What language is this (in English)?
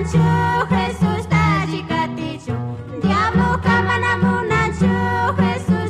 Chimborazo Highland Quichua